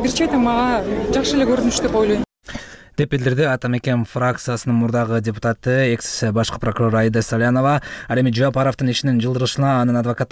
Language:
Kyrgyz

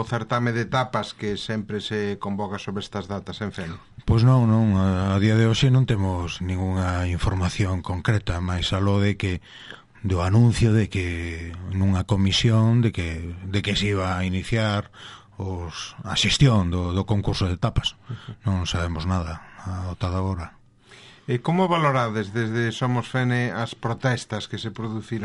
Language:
Galician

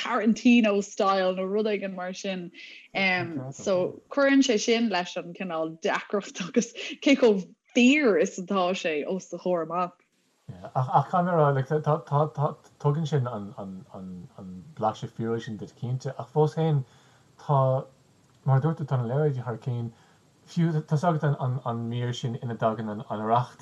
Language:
Irish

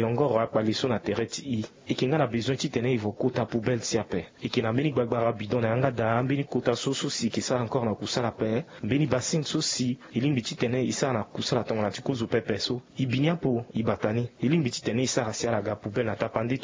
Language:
Sango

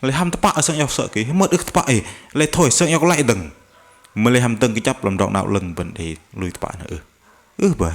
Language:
Bahnar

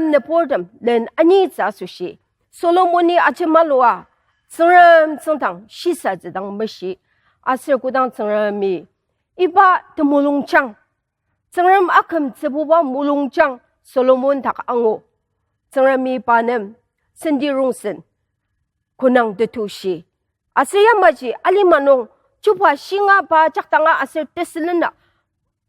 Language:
Ao Naga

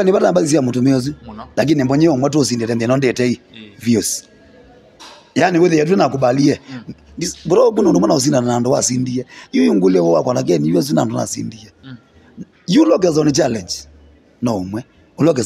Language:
Swahili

